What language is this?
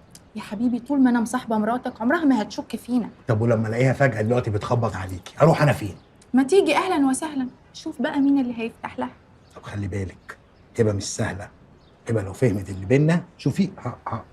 Egyptian Arabic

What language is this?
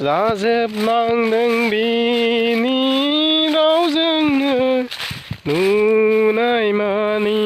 Bodo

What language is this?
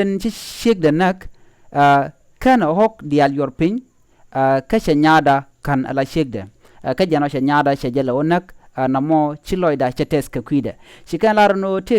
Nuer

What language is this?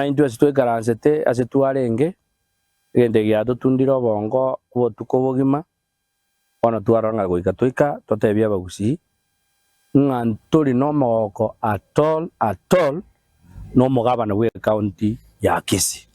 Gusii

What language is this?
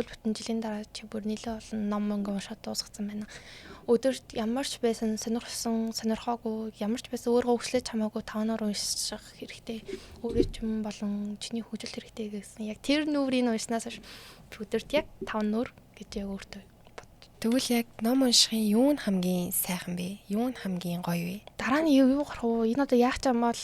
Mongolian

